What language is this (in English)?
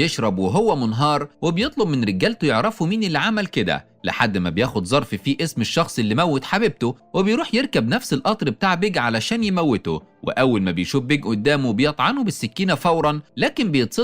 Egyptian Arabic